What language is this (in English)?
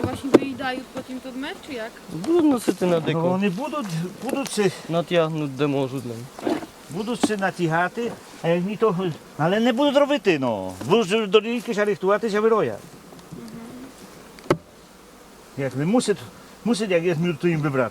Rusyn